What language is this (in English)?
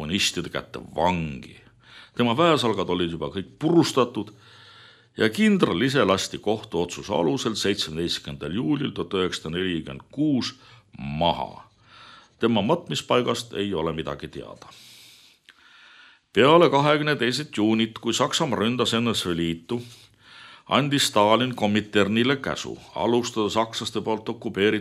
Estonian